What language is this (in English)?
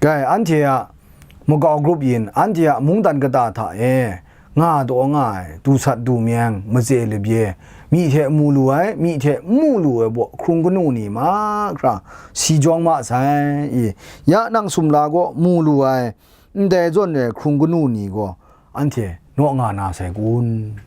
Kachin